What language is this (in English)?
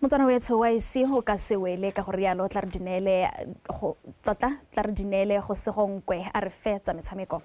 Tswana